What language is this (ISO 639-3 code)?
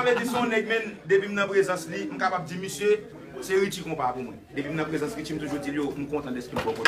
hat